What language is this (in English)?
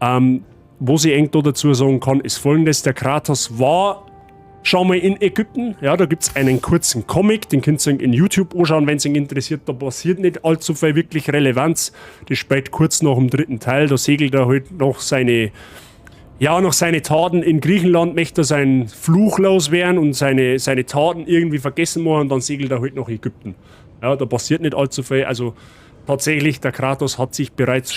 Bavarian